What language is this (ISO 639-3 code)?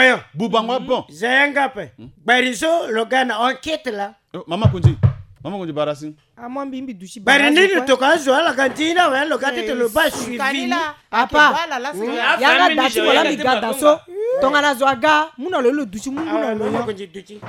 sag